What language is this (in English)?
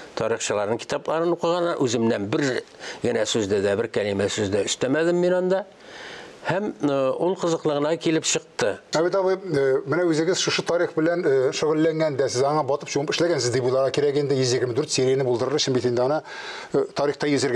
Tatar